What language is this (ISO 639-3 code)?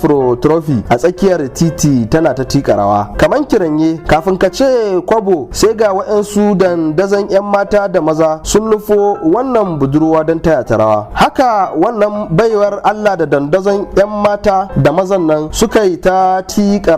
hau